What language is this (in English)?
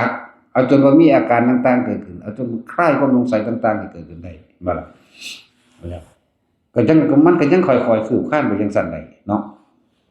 Northeastern Thai